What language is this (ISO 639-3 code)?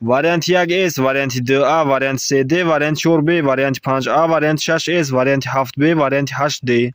tgk